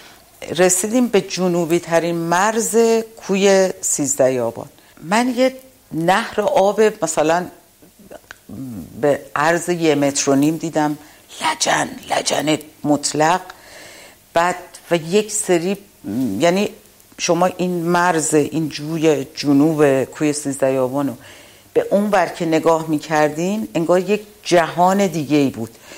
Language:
Persian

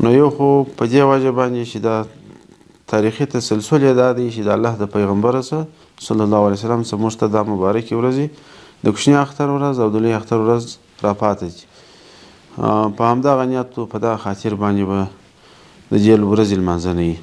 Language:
Pashto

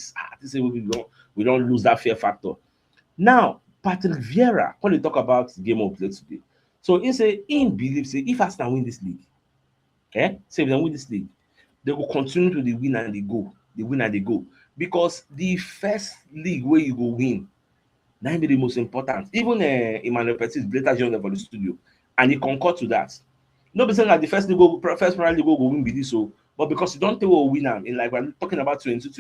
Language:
Nigerian Pidgin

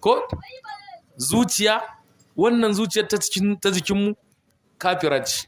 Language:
Hausa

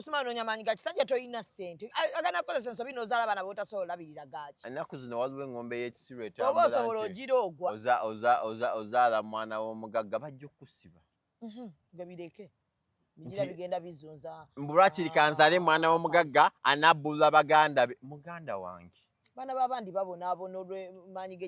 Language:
Ganda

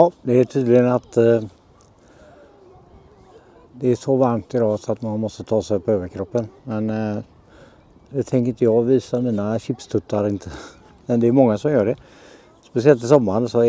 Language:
Swedish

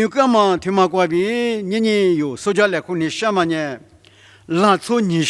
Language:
Lisu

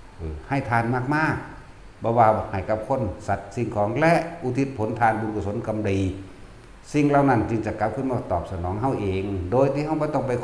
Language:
Northeastern Thai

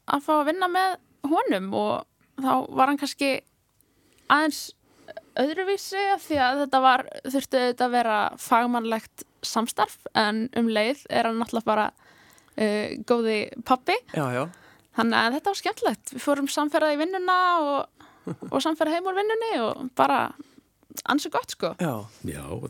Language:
Icelandic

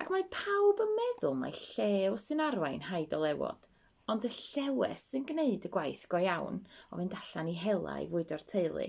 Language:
Welsh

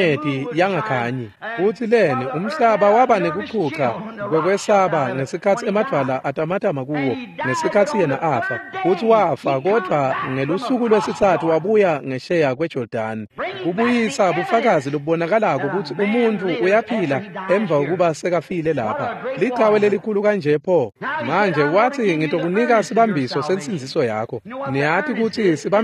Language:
Swati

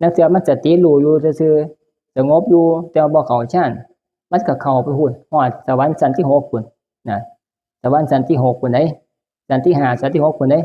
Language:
Northeastern Thai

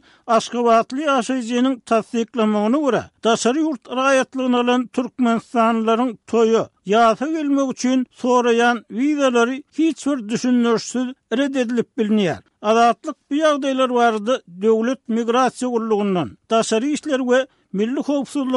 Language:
Turkmen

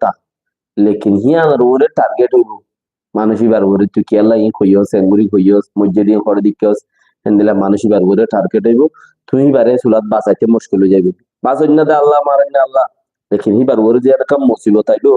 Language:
Rohingya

